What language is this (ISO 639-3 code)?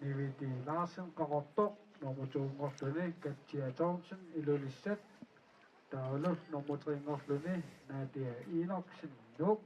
kal